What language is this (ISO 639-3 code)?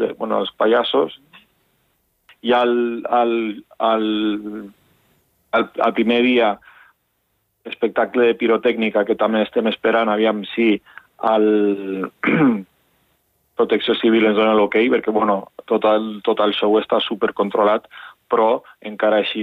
cat